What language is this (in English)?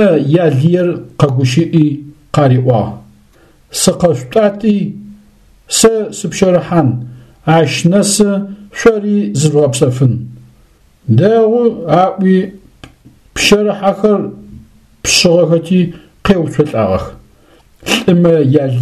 Adyghe